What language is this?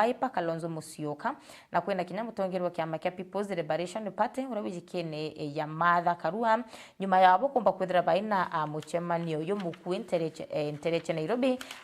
Meru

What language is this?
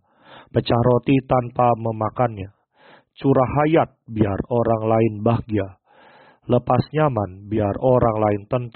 Indonesian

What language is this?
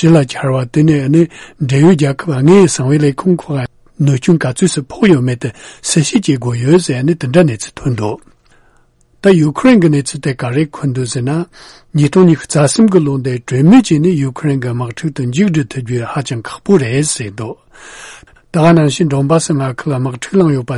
Tibetan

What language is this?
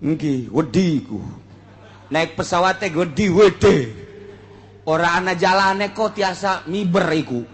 Sundanese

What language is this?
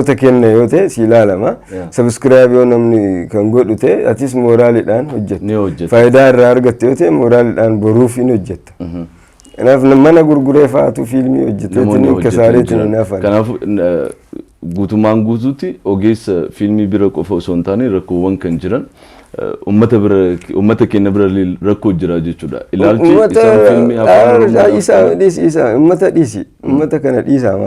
Oromo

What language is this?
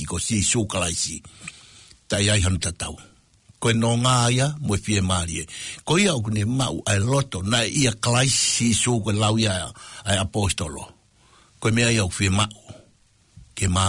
Tongan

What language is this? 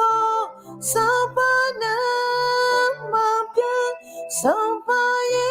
Akha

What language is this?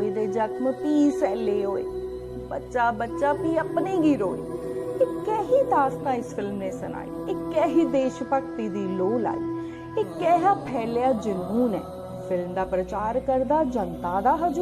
Dogri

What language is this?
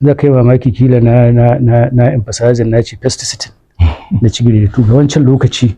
Hausa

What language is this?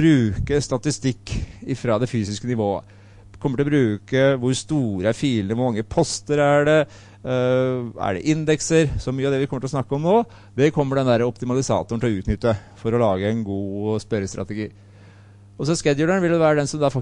Norwegian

